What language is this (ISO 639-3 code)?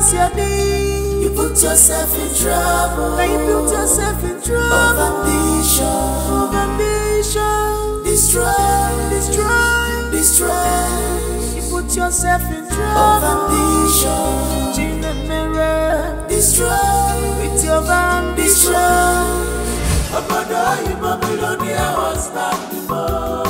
pcm